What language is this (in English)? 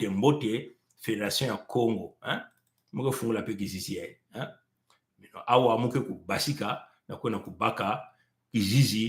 Kituba (Congo)